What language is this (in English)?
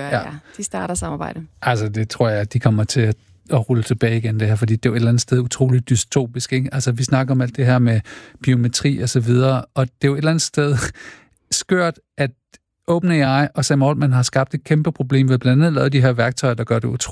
Danish